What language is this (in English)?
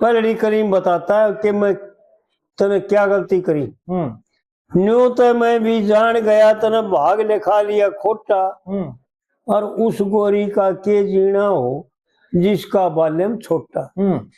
Haryanvi